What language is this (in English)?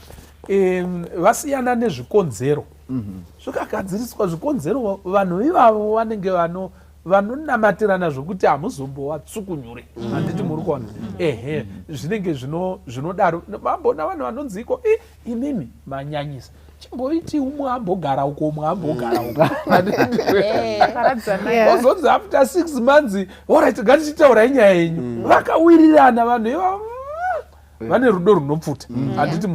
Shona